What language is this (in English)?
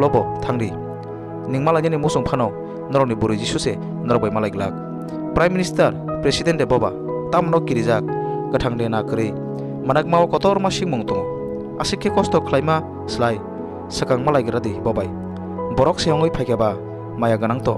Kok Borok